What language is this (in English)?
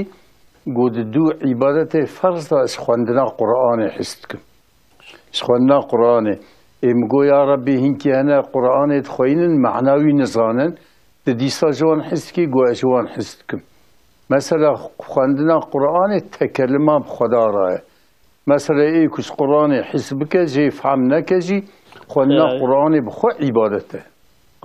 Kurdish